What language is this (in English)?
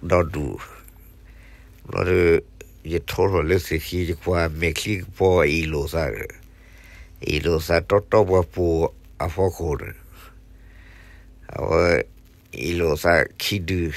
S'gaw Karen